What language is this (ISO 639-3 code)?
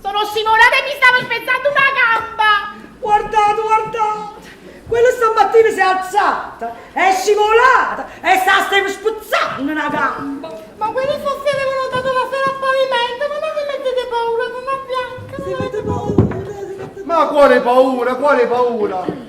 nap